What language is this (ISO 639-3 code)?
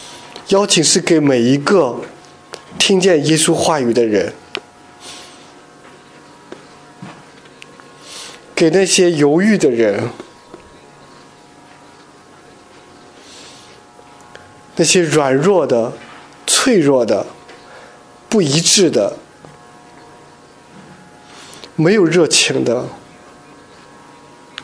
zho